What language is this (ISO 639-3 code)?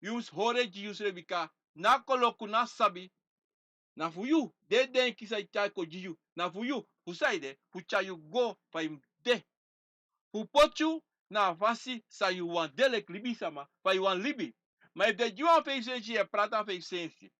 srn